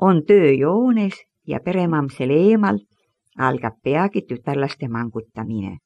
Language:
Estonian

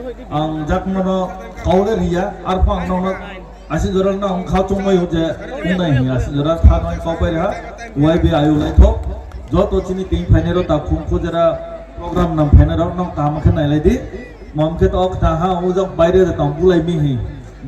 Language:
Riang (India)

